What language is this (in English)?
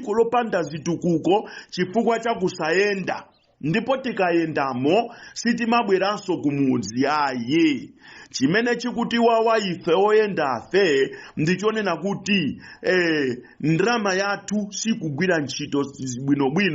Nyanja